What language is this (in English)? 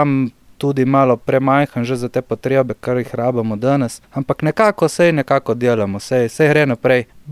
Slovenian